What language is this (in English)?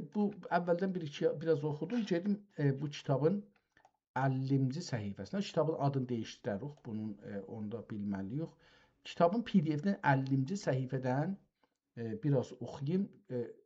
South Azerbaijani